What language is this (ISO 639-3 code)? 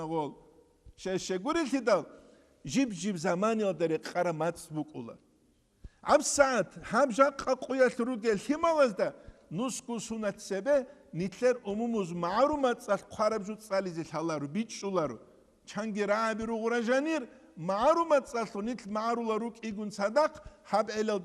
ava